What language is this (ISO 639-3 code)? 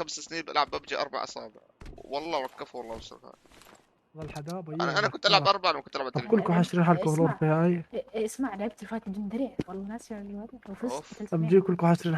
apc